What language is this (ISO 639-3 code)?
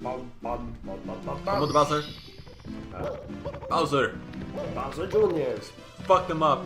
fao